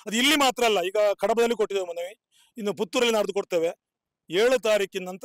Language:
Kannada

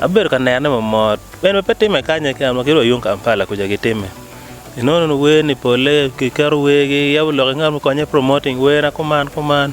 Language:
Acoli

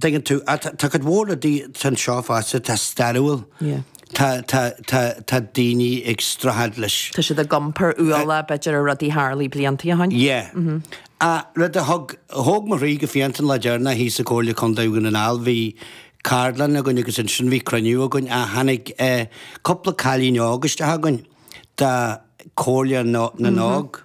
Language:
Irish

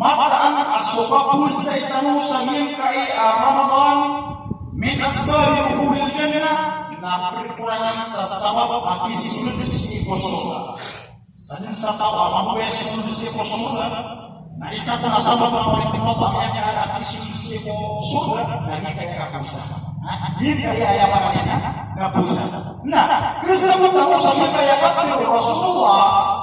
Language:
Maranao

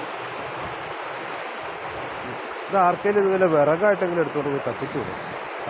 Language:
Malayalam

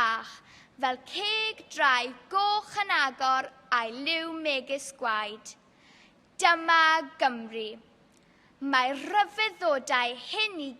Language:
Welsh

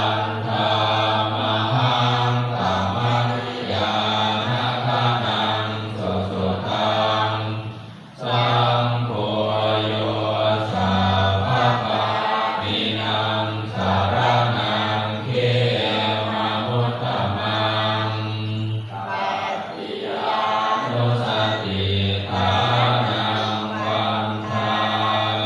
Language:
Pali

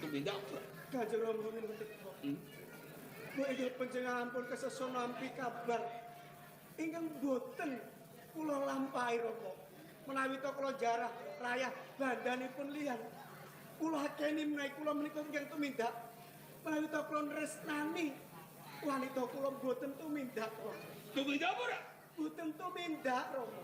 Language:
Javanese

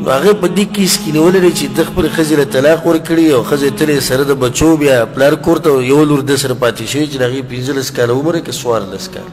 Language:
Pashto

